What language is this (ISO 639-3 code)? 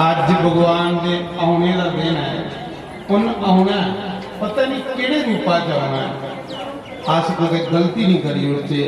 doi